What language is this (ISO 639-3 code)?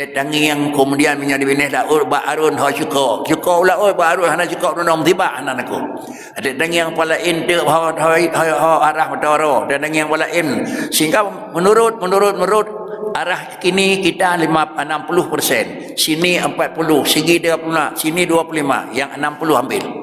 ace